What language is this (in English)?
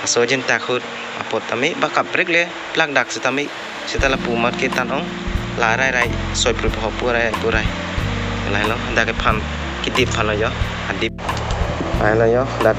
Karbi